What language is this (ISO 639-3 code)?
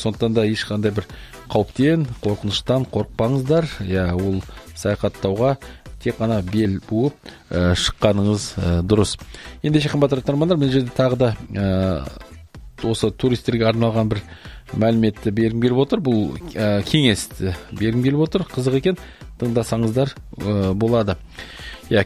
kaz